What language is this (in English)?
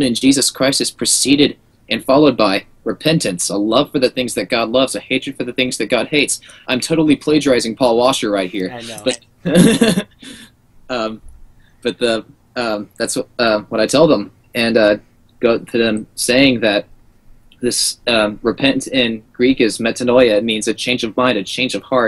English